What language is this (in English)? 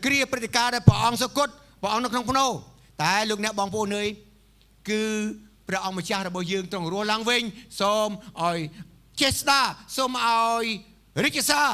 Khmer